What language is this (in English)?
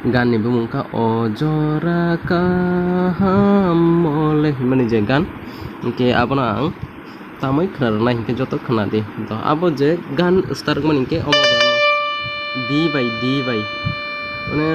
Kok Borok